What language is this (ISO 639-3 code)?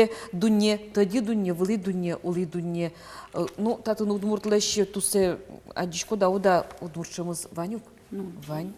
udm